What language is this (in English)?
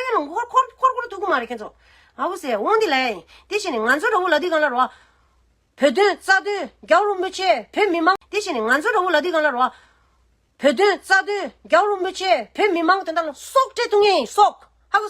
Tibetan